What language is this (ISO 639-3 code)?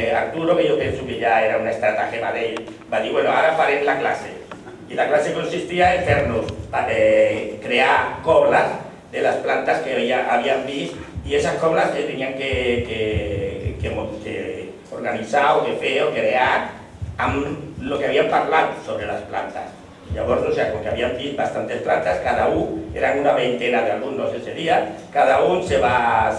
cat